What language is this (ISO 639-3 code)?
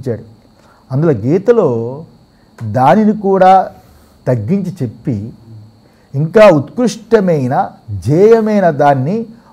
tel